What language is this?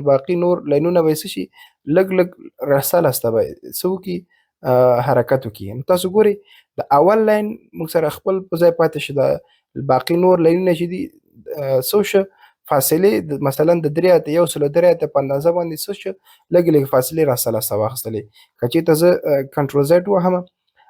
Pashto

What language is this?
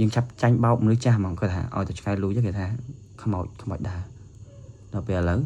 Khmer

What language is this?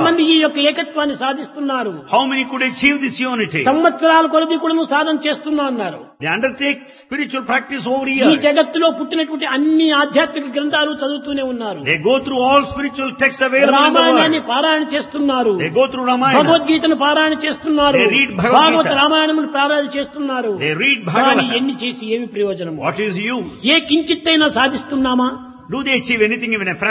Telugu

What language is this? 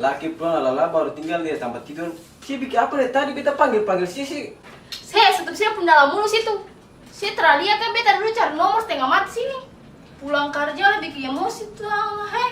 Ambonese Malay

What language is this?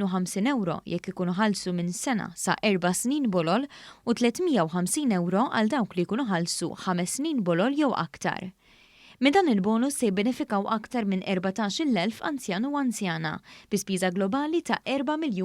Maltese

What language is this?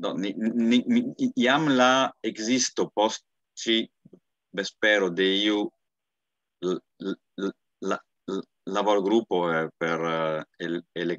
Esperanto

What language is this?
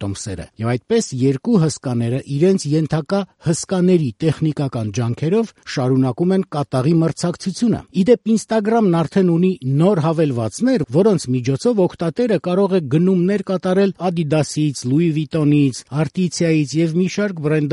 Armenian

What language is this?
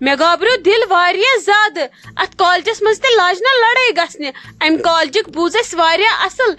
Kashmiri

